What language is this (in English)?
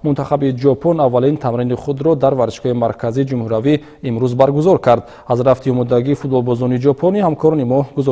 Tajik